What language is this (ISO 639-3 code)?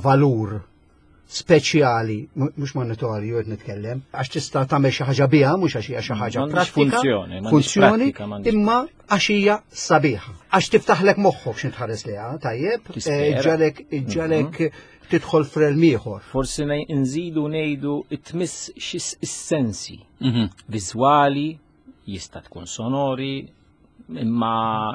mlt